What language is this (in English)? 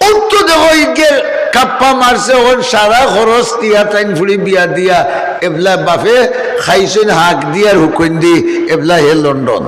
Sylheti